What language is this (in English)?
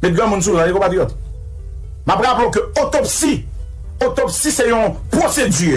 Haitian Creole